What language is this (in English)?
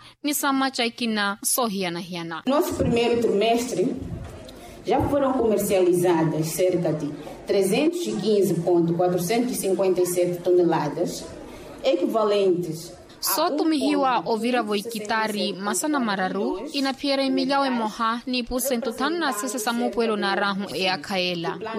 Makhuwa